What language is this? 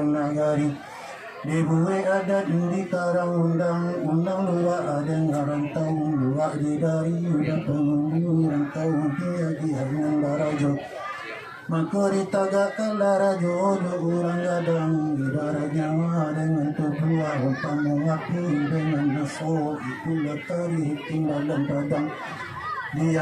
Minangkabau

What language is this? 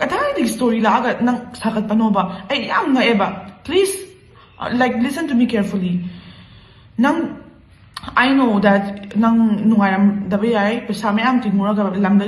Manipuri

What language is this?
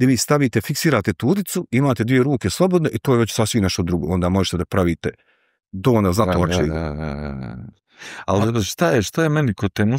Bosnian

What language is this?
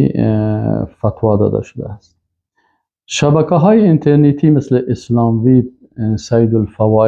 Persian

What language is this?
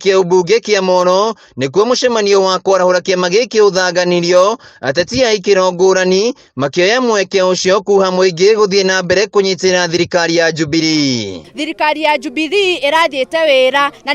Kikuyu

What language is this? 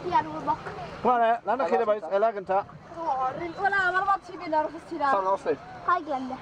Welsh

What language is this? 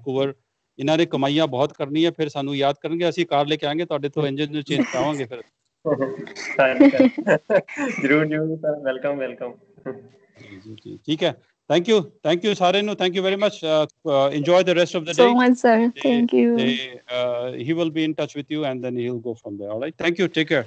Punjabi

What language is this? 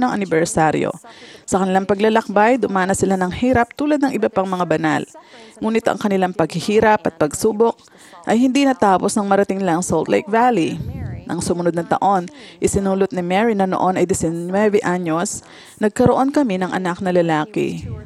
Filipino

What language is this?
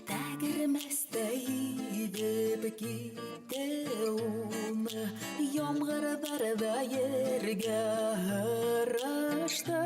Bashkir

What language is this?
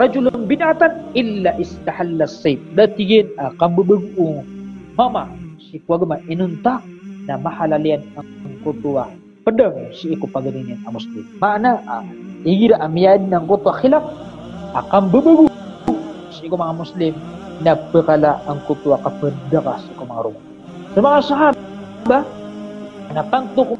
Maranao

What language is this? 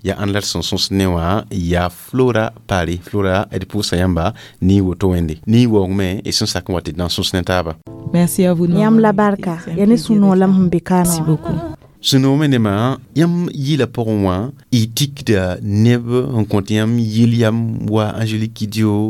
Mossi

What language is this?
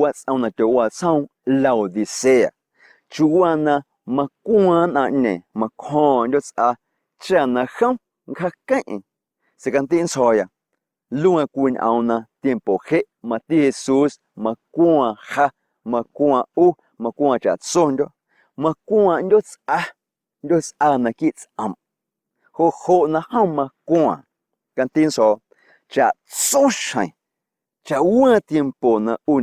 Guerrero Amuzgo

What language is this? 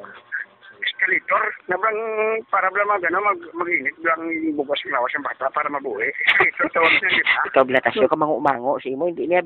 Hiligaynon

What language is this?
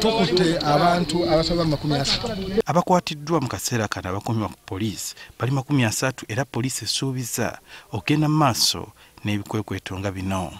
Ganda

